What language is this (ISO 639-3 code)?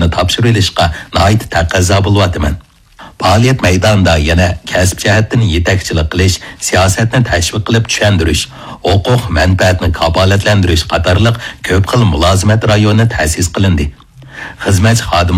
uig